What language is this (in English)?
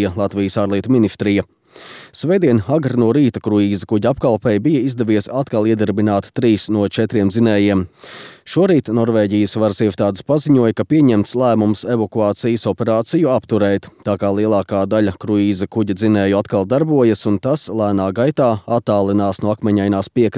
Latvian